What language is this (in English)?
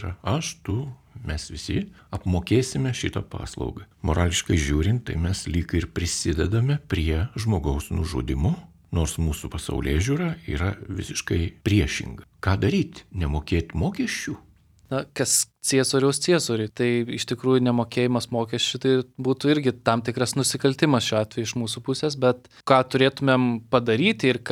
Lithuanian